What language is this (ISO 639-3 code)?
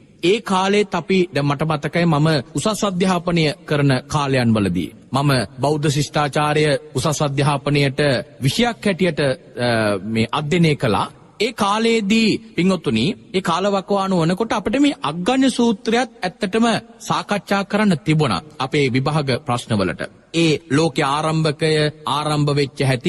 sin